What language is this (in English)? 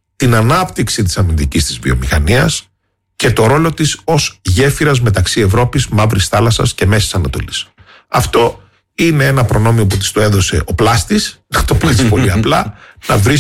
Greek